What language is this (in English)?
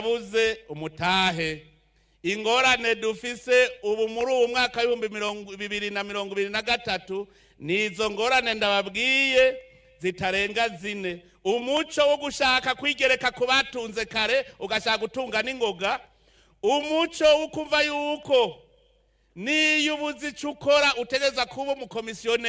Rundi